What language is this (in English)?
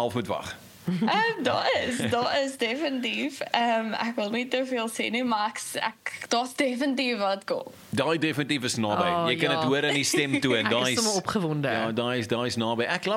Afrikaans